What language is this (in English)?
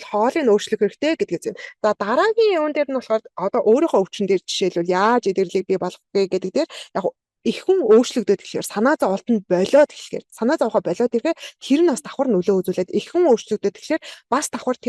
Mongolian